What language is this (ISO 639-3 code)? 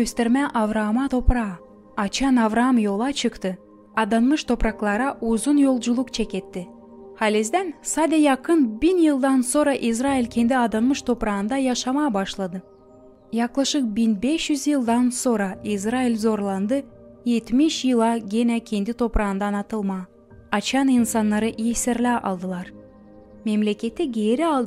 gag